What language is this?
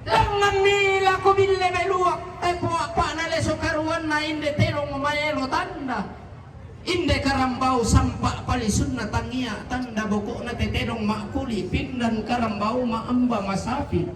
Toraja-Sa'dan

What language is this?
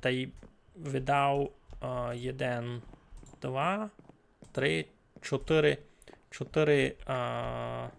Rusyn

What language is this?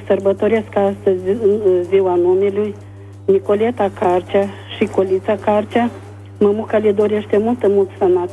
Romanian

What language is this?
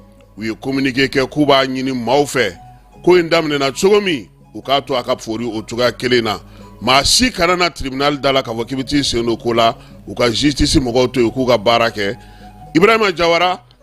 Bambara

